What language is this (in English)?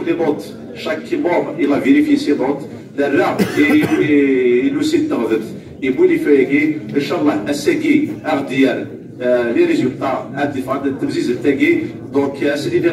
Kabyle